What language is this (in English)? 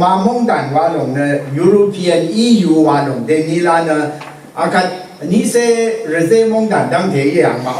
Rawang